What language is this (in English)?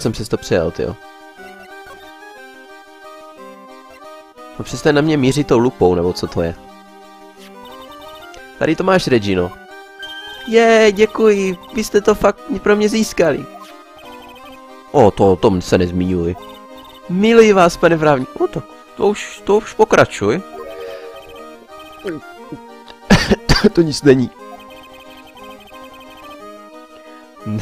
Czech